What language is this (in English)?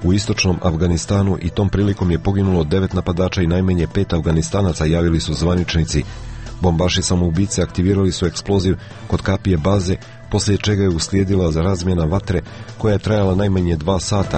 Serbian